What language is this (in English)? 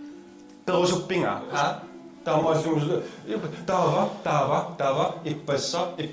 Kalaallisut